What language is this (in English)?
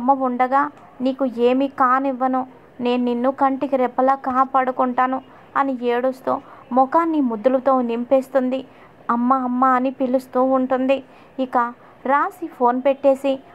Telugu